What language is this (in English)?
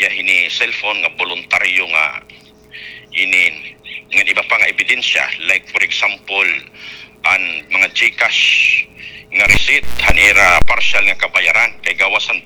Waray